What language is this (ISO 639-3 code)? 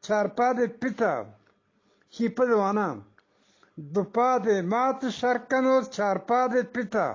bgp